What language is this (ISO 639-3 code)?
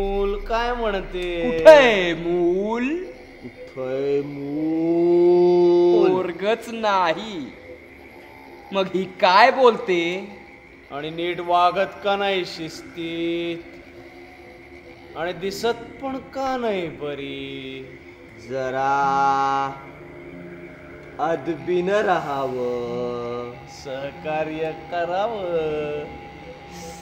mar